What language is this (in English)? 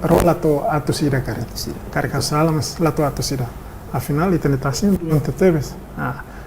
Tetum